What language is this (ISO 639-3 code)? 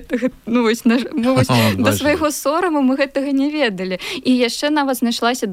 bel